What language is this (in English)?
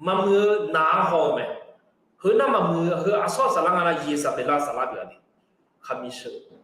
Akha